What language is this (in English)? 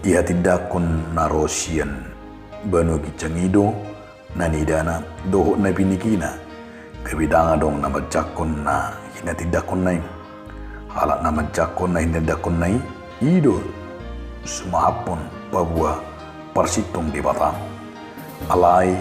Batak Toba